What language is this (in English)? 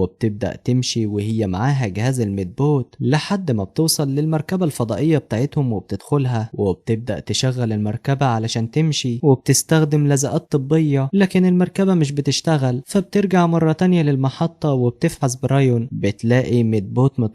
Egyptian Arabic